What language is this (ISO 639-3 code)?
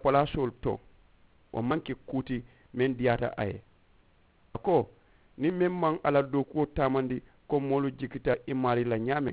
man